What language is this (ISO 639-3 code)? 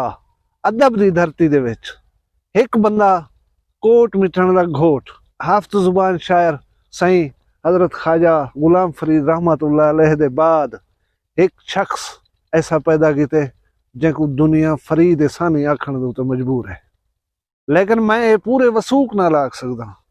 skr